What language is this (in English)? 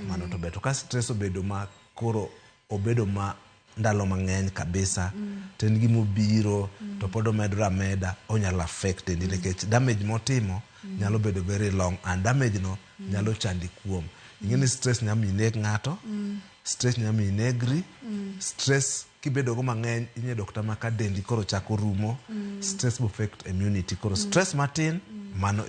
Luo (Kenya and Tanzania)